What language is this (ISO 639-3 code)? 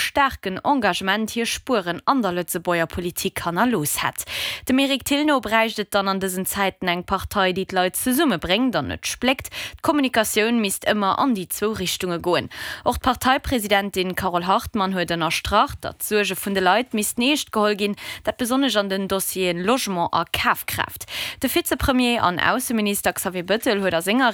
ltz